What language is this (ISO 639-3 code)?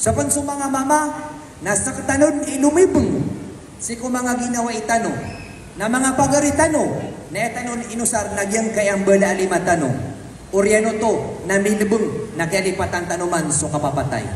mrw